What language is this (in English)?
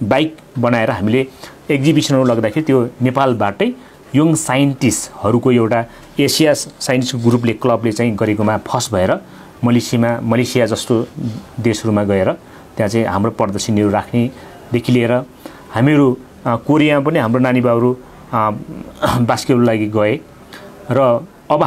Nepali